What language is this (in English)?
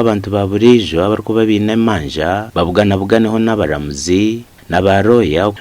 Nyankole